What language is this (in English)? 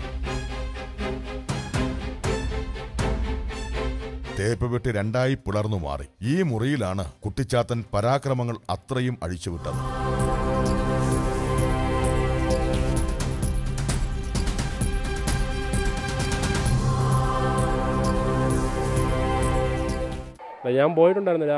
Malayalam